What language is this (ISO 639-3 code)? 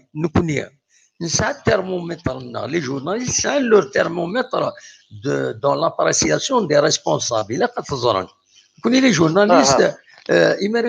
kab